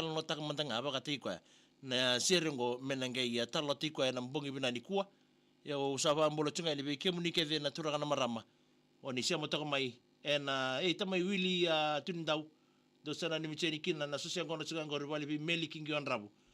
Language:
Fijian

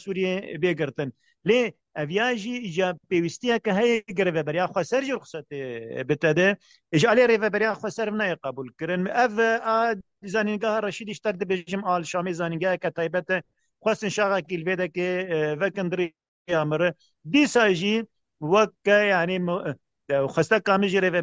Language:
Kurdish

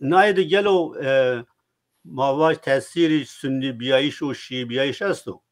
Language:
Zaza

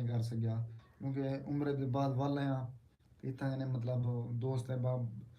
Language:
Saraiki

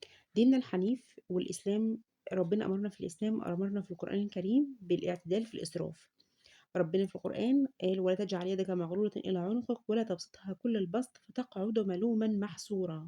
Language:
Egyptian Arabic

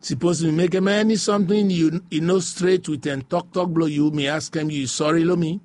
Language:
Bislama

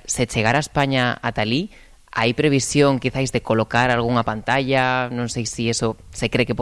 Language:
Galician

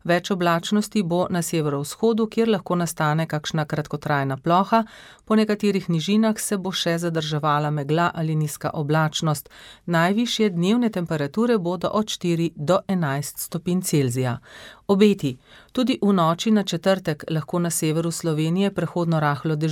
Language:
Slovenian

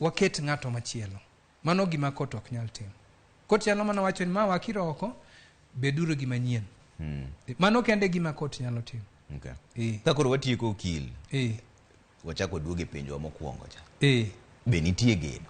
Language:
Luo (Kenya and Tanzania)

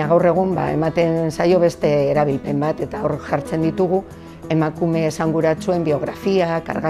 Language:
Basque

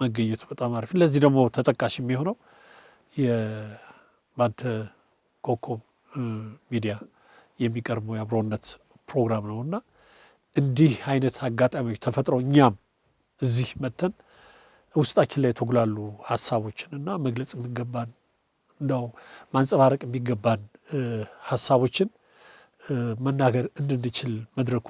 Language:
Amharic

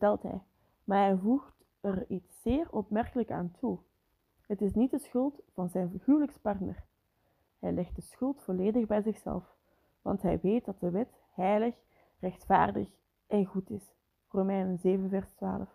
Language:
Dutch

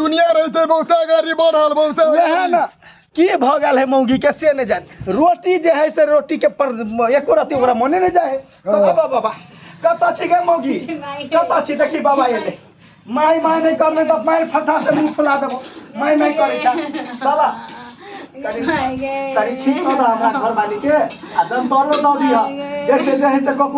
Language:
Maithili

